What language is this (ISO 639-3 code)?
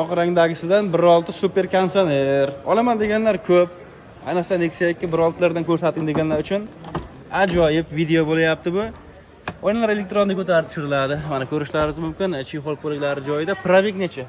uzb